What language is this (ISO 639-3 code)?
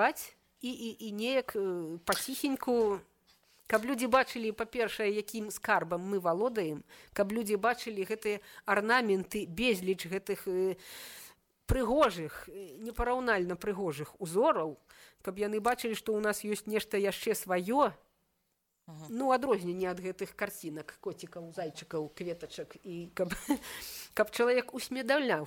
bel